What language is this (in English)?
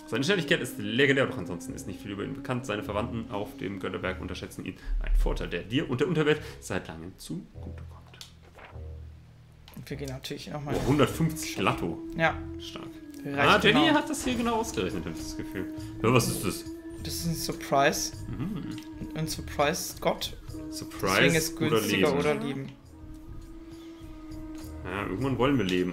German